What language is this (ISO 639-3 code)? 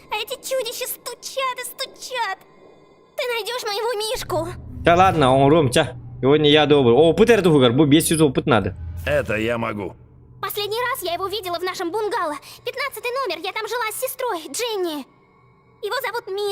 sah